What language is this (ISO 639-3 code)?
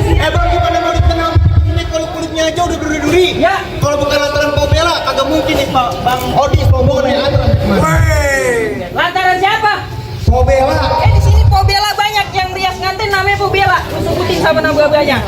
bew